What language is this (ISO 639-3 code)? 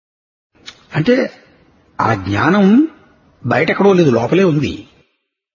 tel